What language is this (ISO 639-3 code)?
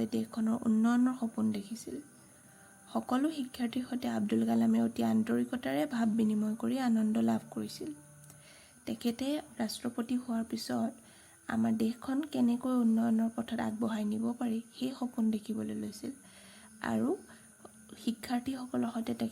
asm